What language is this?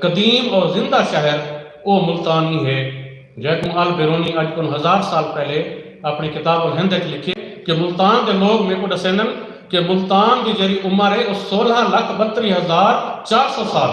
Saraiki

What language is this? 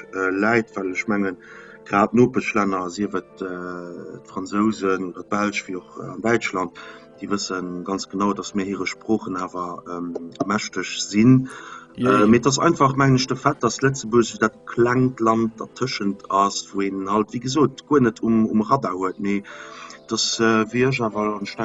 Luxembourgish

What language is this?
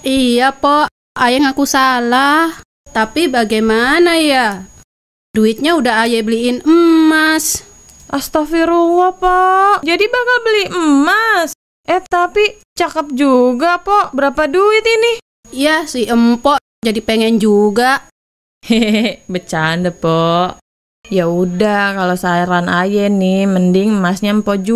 Betawi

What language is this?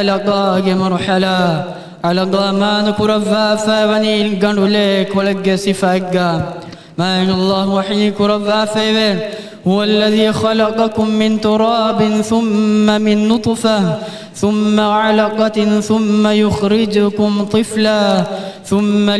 Divehi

